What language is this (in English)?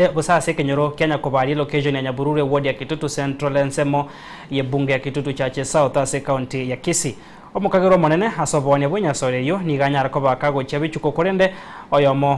Gusii